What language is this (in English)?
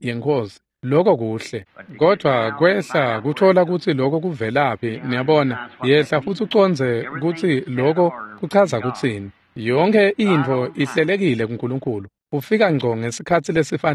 Swati